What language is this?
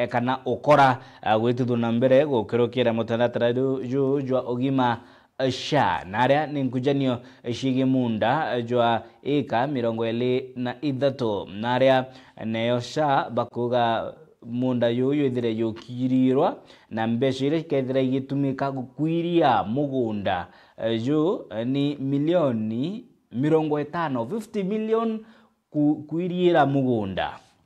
Meru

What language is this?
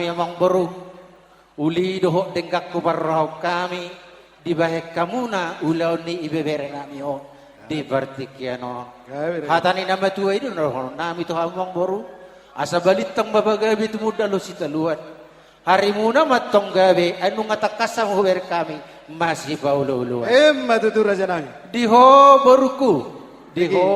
Batak Toba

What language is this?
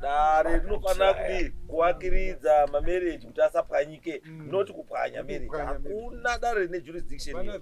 Shona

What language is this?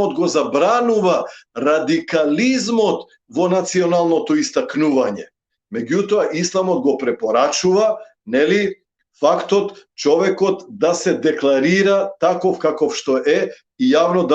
Balkan Romani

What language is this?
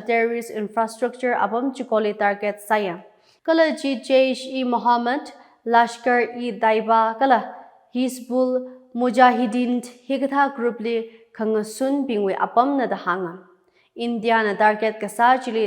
Tangkhul Naga (India)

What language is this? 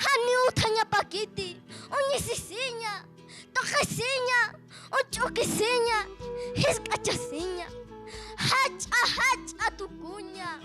Aymara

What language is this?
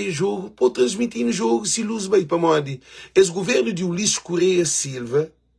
Kabuverdianu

